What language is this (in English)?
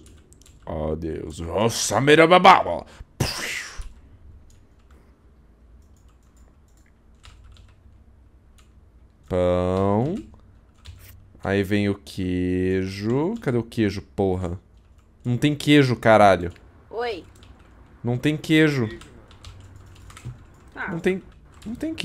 Portuguese